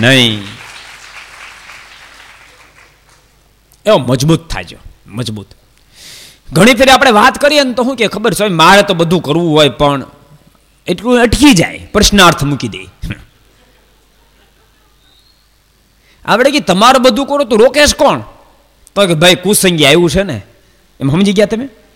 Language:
Gujarati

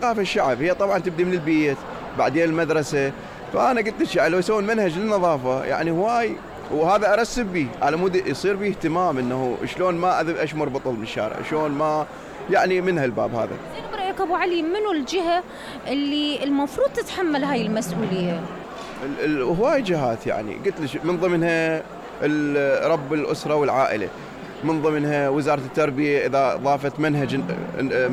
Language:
Mesopotamian Arabic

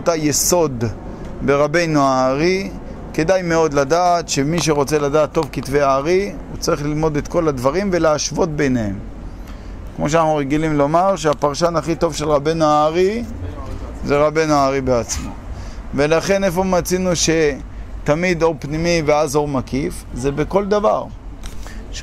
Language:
Hebrew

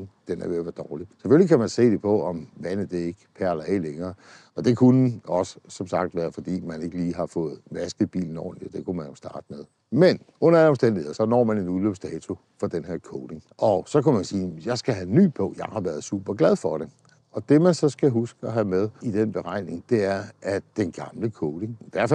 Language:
Danish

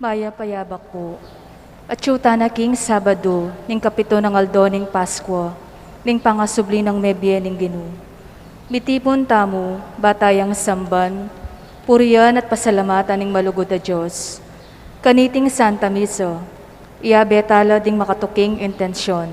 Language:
Pampanga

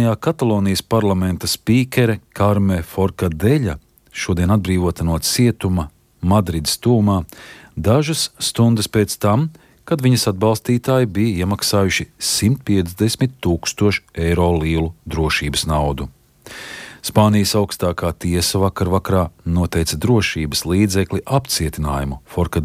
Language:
Latvian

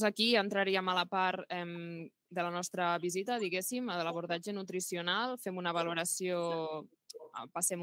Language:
Catalan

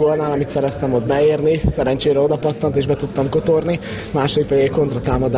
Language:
Hungarian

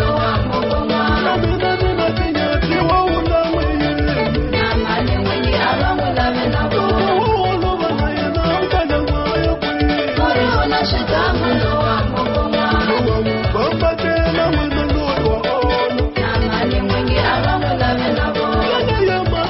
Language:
Tsonga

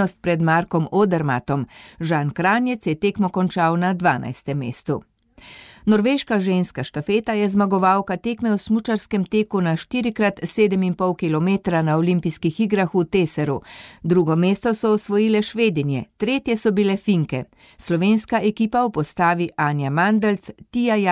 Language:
Slovenian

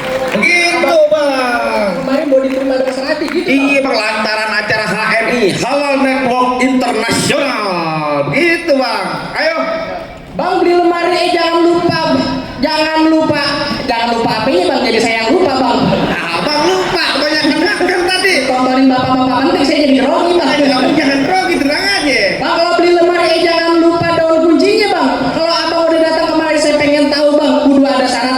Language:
Betawi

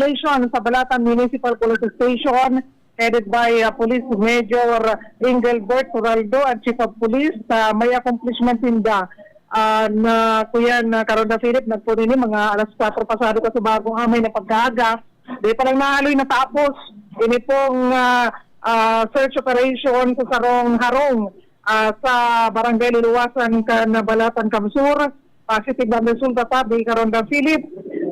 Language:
Bikol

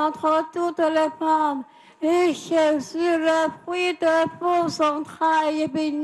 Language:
French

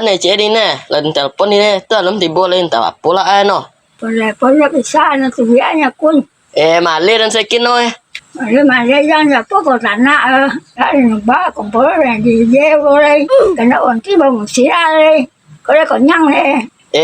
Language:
Minangkabau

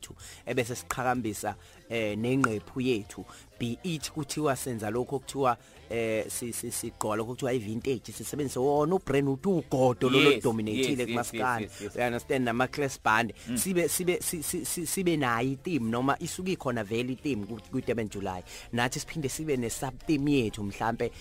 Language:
Zulu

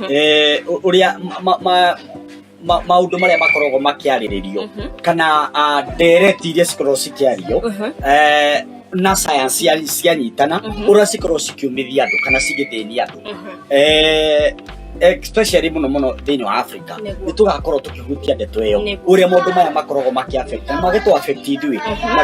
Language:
Kikuyu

